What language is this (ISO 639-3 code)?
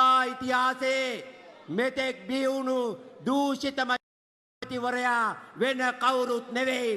sin